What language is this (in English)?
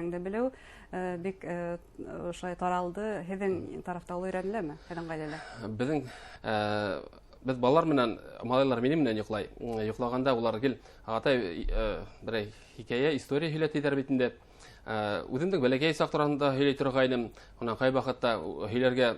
Bashkir